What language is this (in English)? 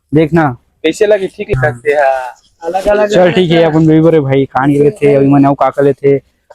Chhattisgarhi